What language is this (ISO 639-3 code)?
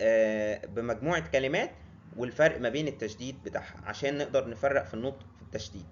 arz